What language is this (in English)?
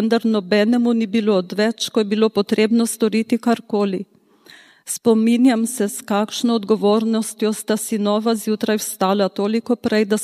Slovenian